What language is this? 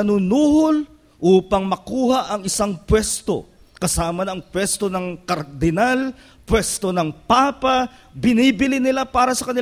Filipino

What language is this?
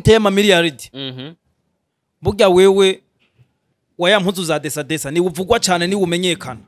Rundi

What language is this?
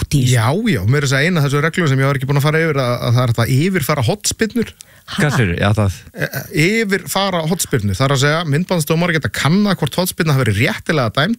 Icelandic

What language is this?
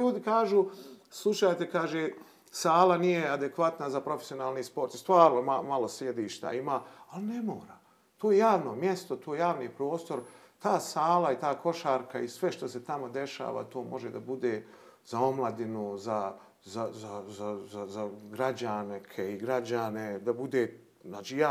Bosnian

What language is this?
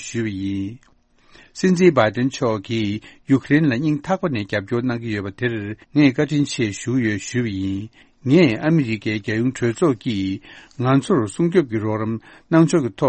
Tibetan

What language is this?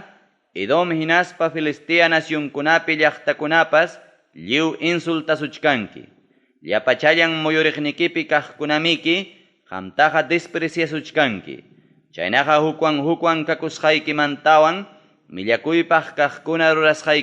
Ayacucho Quechua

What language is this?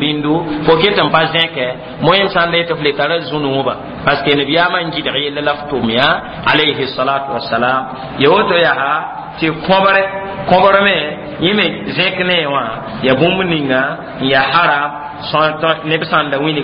Mossi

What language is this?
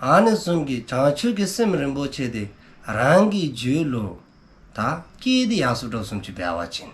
Dzongkha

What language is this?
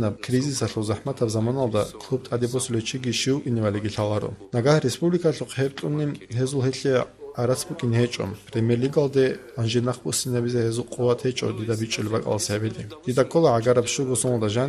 Avaric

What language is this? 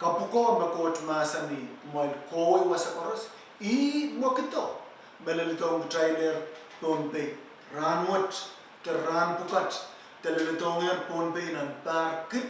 Pohnpeian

